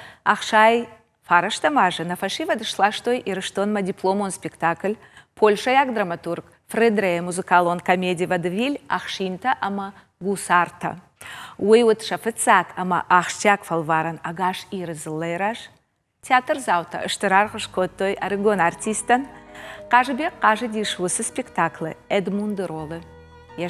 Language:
Ossetic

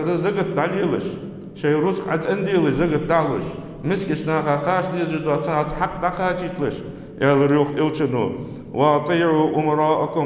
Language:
Ingush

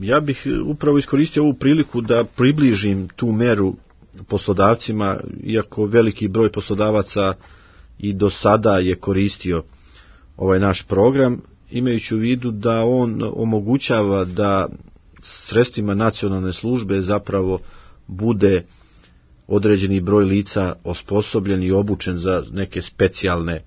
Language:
Serbian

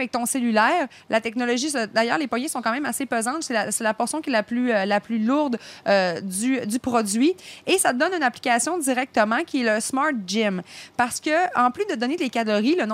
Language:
French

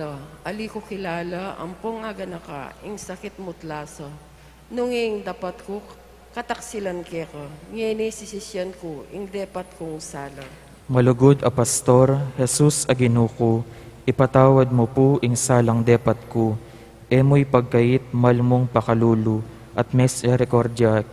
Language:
Pampanga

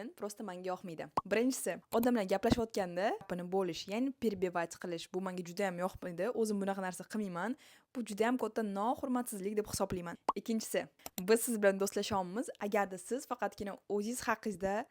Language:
Uzbek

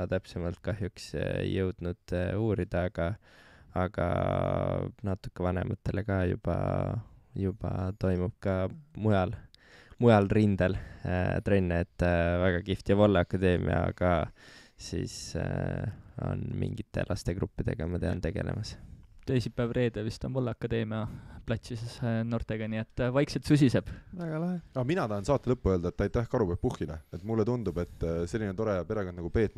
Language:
Estonian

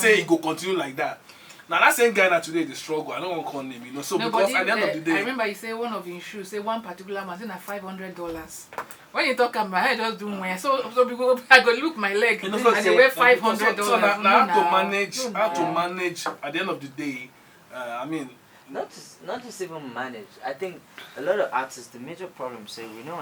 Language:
Nigerian Pidgin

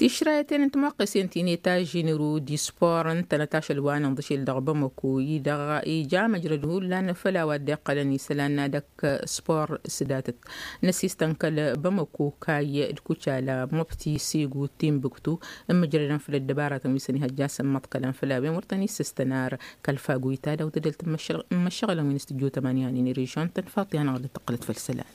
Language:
Tamasheq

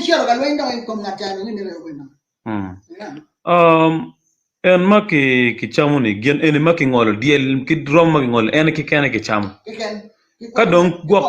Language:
Acoli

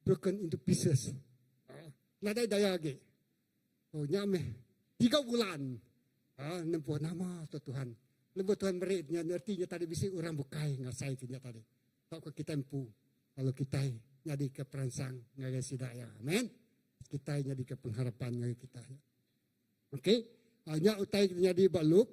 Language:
Iban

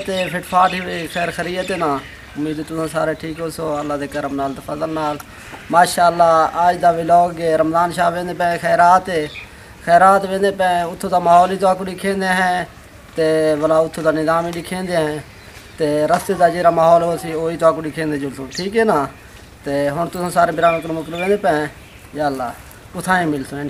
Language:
Saraiki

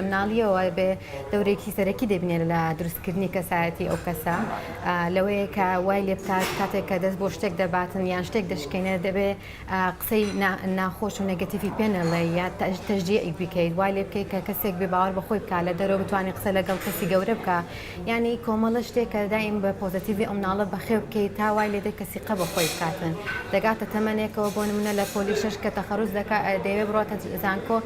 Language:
Central Kurdish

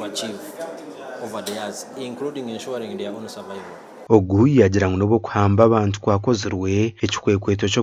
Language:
Nyankole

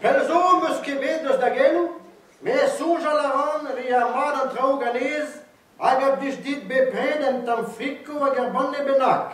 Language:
Breton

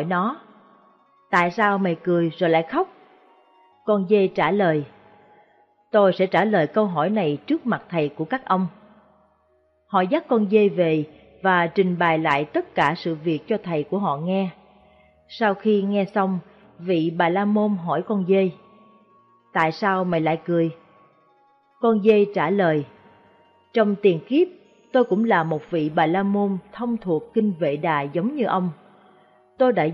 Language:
Vietnamese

